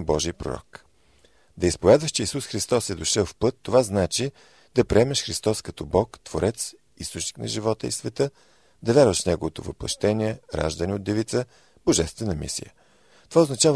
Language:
Bulgarian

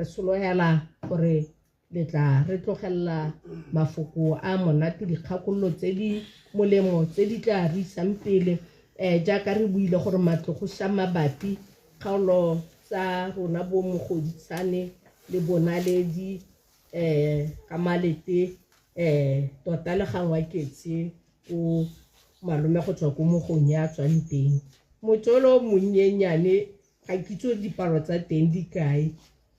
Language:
Tswana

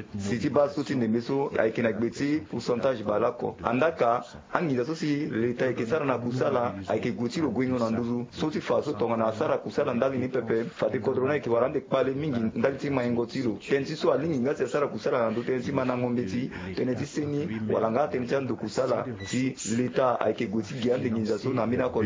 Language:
Sango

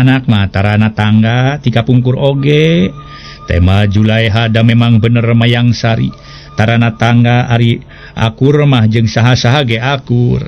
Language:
Sundanese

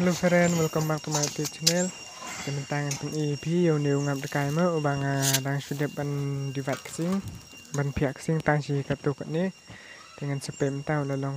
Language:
Khasi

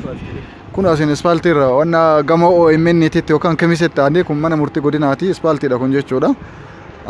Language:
Oromo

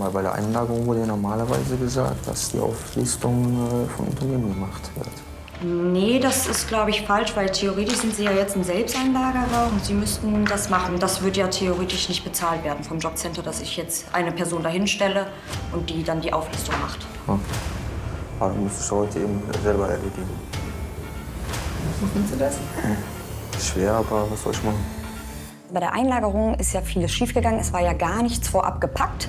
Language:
German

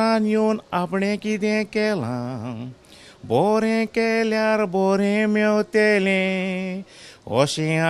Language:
Konkani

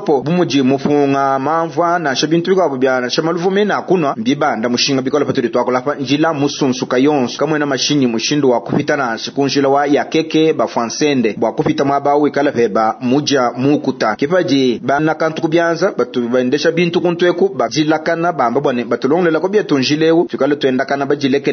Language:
Luba-Lulua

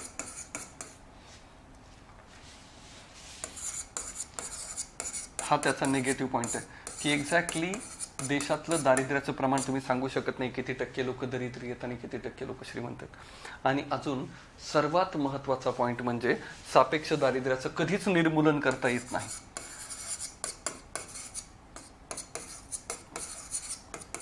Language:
Marathi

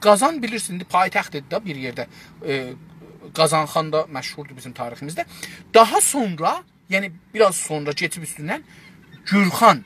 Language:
South Azerbaijani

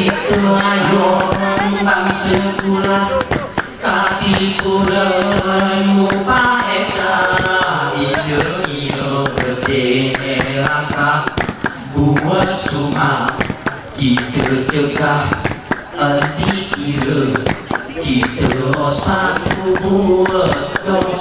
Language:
Gayo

